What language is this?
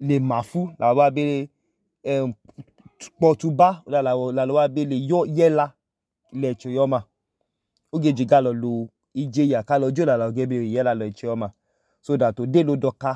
Idoma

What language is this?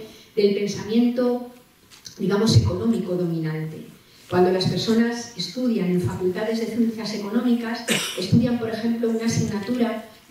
Spanish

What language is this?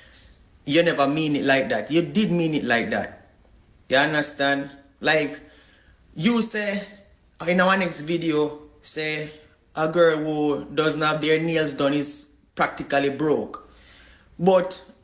Jamaican Creole English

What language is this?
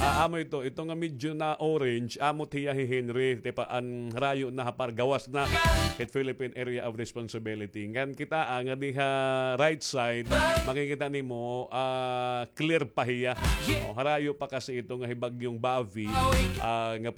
Waray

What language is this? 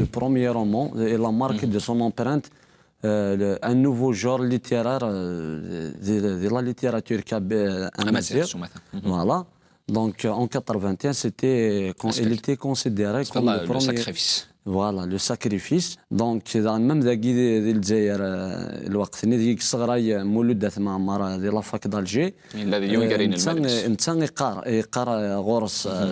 Kabyle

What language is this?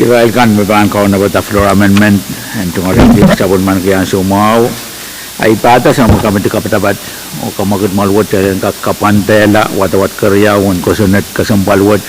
Pohnpeian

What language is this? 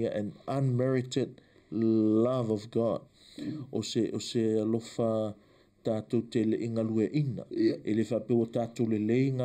Samoan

